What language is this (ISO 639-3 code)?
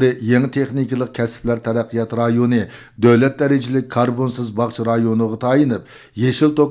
uig